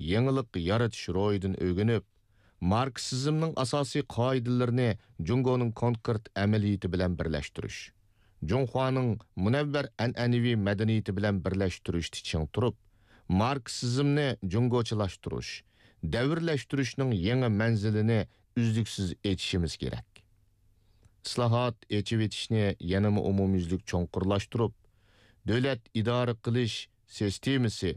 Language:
Uyghur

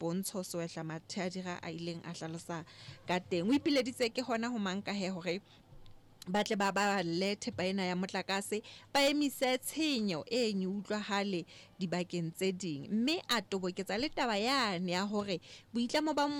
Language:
Southern Sotho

